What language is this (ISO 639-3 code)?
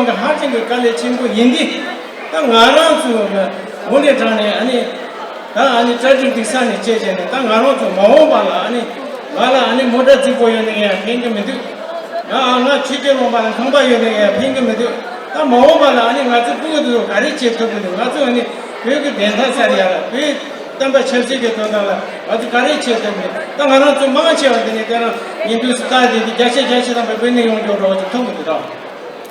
bod